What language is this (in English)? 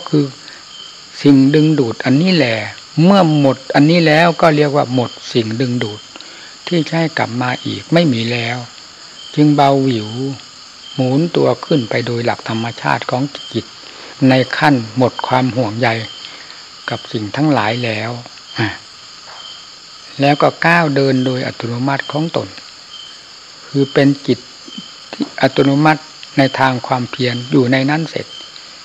Thai